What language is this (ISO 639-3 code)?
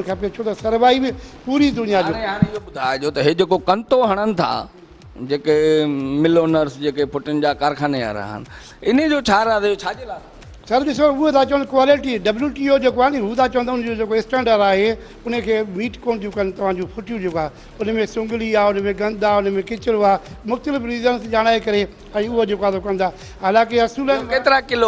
snd